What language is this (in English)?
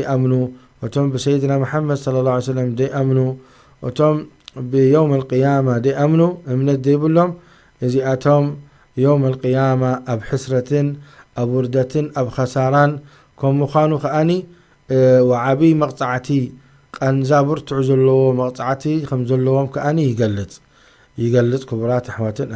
Tigrinya